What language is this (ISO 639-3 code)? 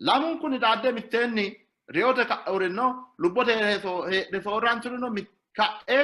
sid